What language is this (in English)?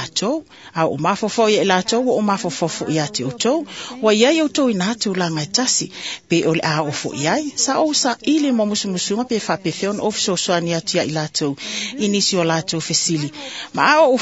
Samoan